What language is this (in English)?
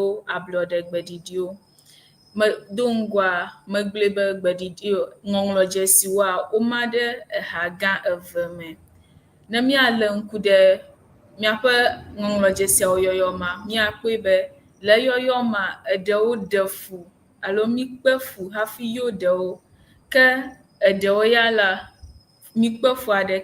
Ewe